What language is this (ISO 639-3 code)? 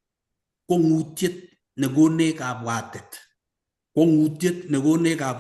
kln